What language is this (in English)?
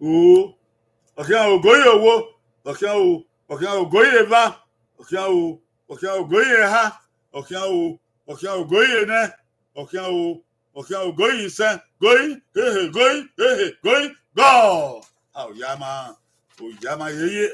Bini